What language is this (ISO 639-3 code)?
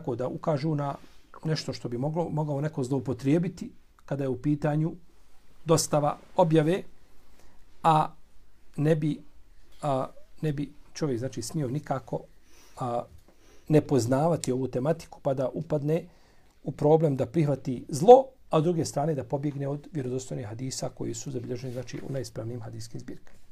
bos